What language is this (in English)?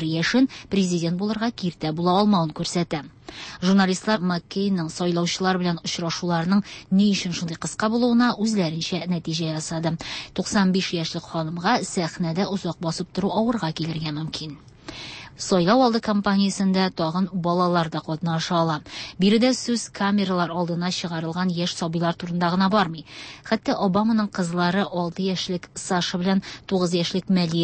Tatar